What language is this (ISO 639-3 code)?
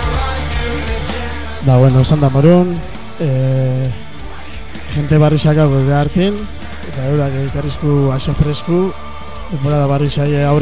eus